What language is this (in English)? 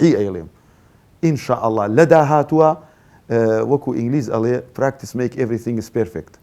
Central Kurdish